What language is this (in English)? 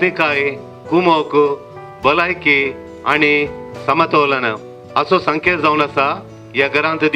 Konkani